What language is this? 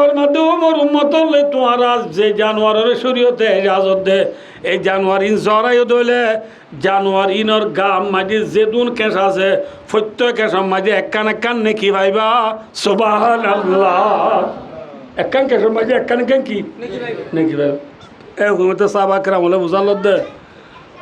Rohingya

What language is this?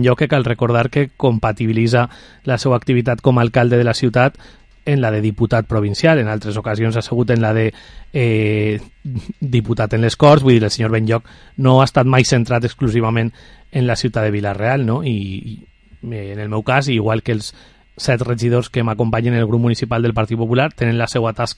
Catalan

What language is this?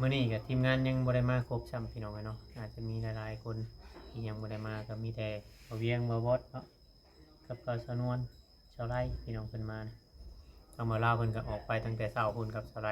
Northeastern Thai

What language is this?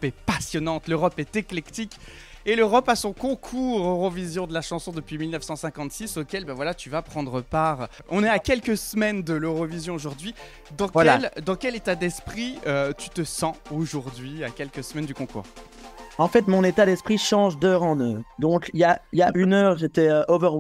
French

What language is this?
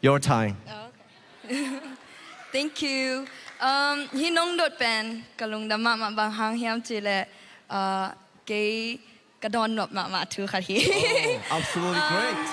Tedim Chin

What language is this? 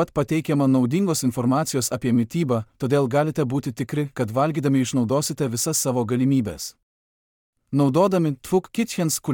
Lithuanian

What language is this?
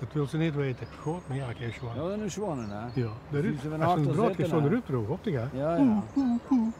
Limburgish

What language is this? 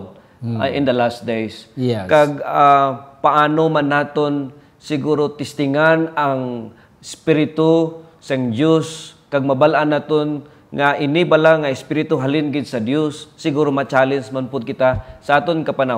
Hiligaynon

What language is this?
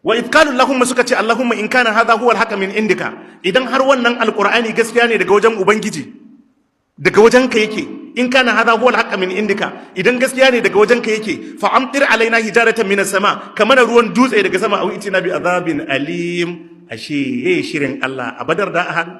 Hausa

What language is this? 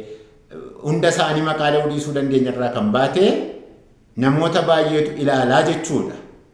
Oromo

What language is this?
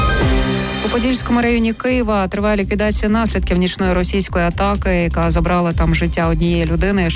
Ukrainian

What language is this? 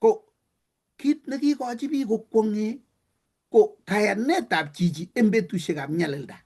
Kalenjin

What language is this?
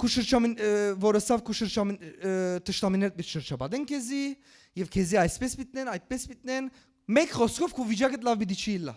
Western Armenian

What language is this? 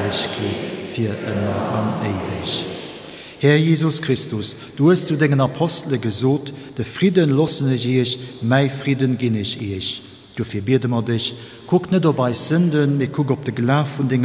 Luxembourgish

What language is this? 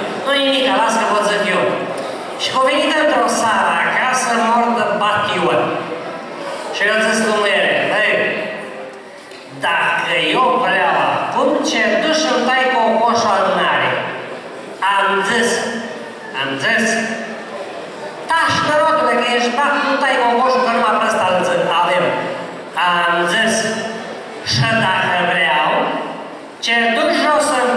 Romanian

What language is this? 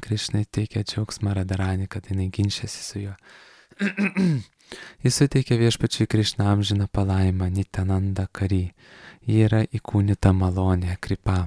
Lithuanian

